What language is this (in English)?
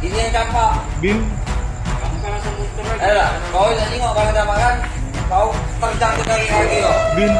Musi